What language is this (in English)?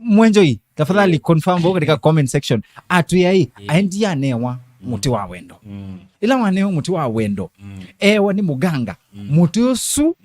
Kamba